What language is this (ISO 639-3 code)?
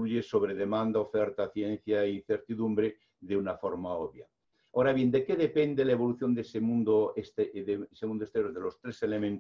spa